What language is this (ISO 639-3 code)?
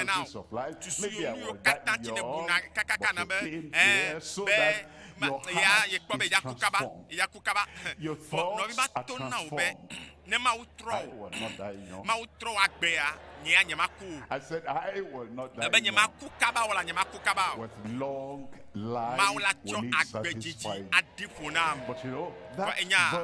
ewe